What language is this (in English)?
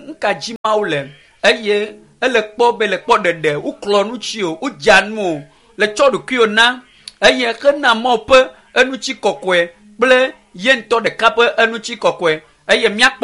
Ewe